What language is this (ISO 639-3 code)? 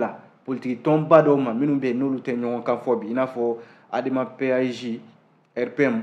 bam